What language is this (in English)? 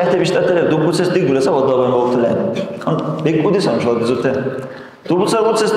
Dargwa